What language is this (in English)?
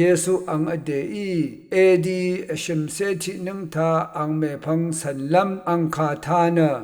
Rawang